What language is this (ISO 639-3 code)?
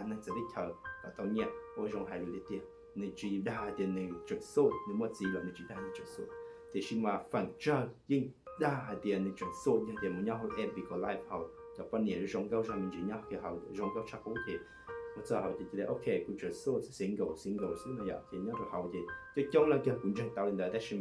hmn